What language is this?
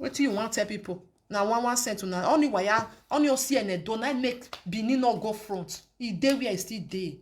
Nigerian Pidgin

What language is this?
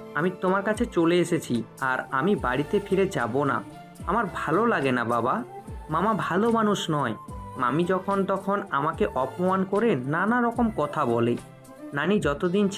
Bangla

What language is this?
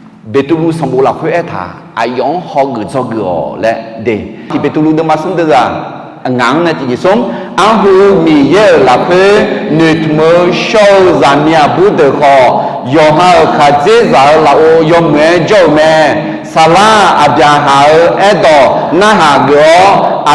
Akha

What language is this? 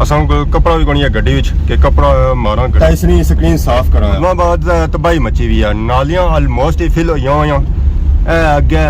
Pahari-Potwari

